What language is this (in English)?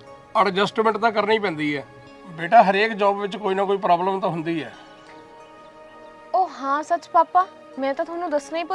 Punjabi